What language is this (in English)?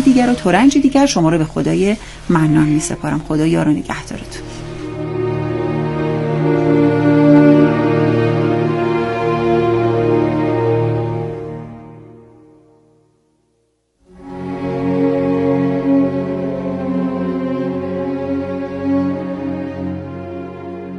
Persian